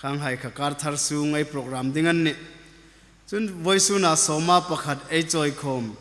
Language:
Hmar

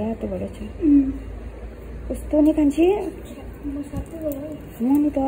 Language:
Nepali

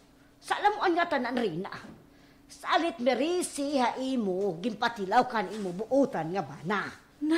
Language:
Waray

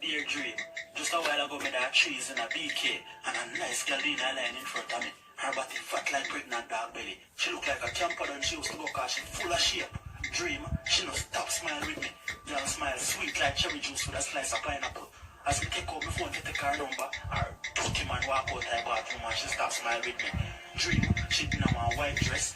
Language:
Jamaican Creole English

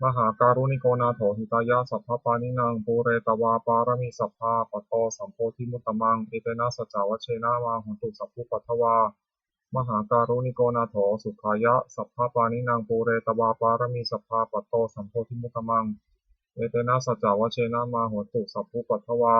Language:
Pali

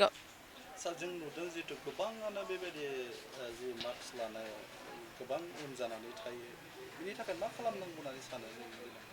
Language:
Bodo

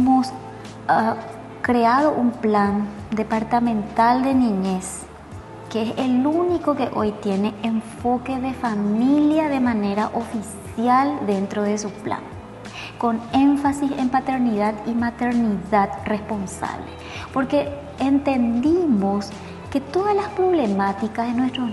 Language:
Spanish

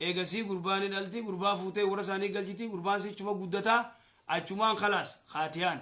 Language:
Oromo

